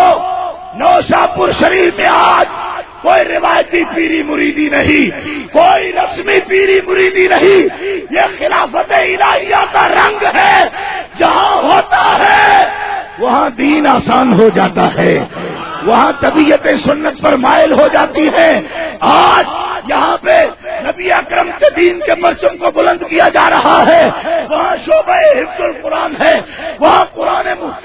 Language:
Urdu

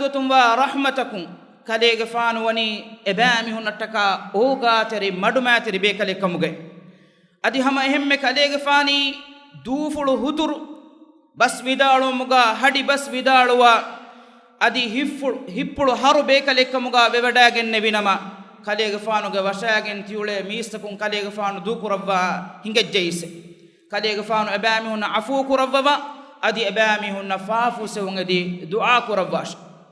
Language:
Divehi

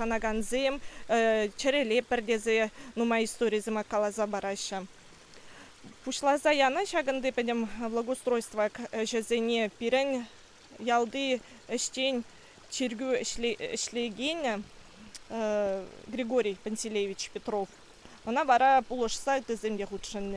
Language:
Chuvash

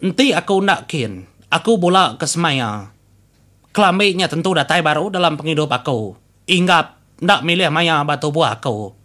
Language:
Iban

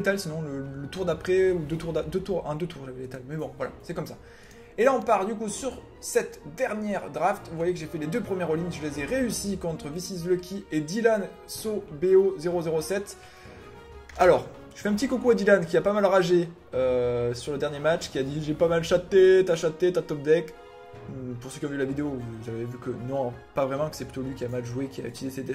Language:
French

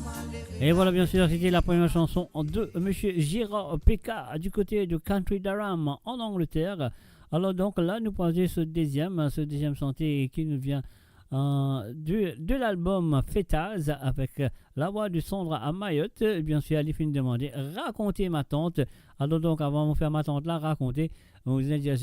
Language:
Morisyen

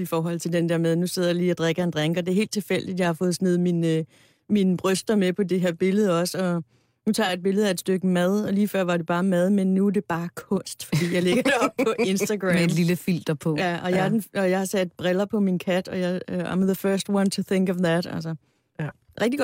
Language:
Danish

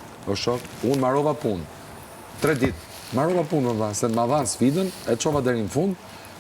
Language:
Albanian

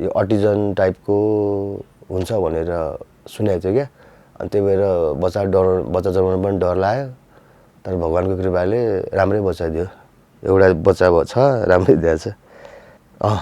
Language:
Nepali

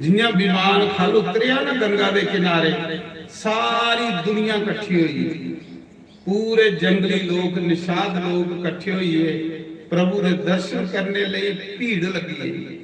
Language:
Dogri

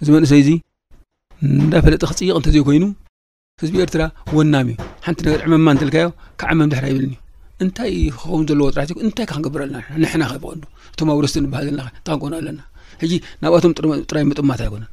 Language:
Tigrinya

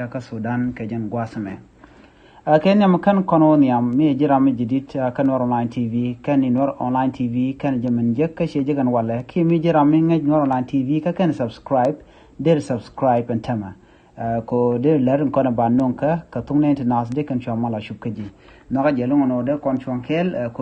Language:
Nuer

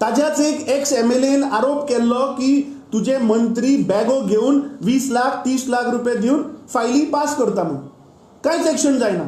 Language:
Konkani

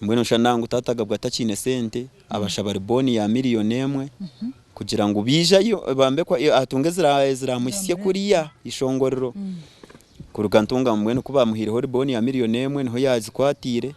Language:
Nyankole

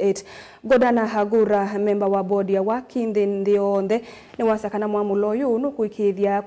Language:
Kamba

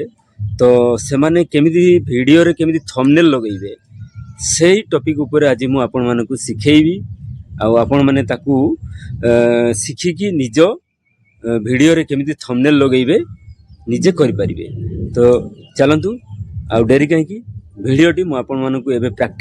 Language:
Odia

